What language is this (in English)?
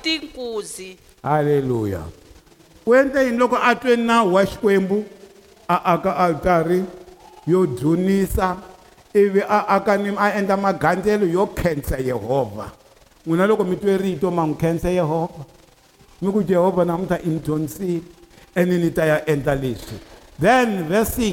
Tsonga